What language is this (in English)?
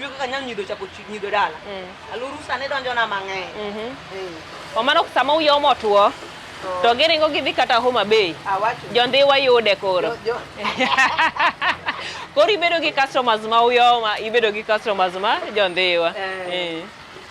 Luo (Kenya and Tanzania)